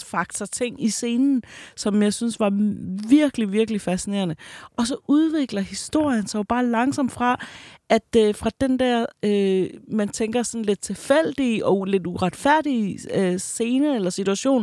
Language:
Danish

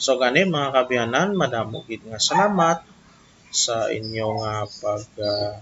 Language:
Hiligaynon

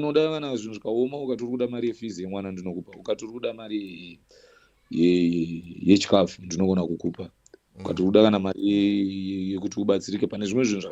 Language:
Shona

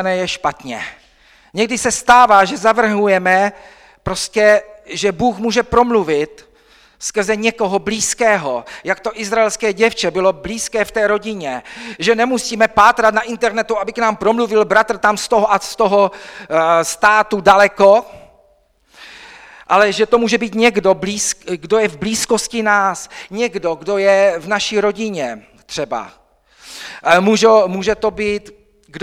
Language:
Czech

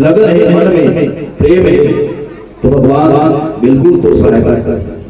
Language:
Chhattisgarhi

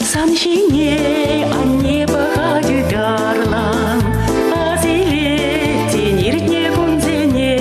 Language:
Chuvash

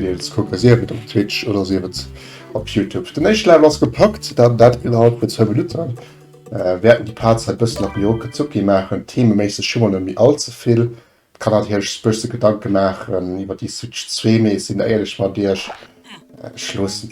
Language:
Luxembourgish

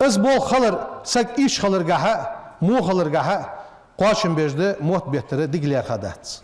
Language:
Ingush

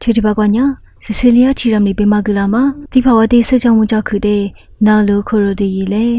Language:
Lisu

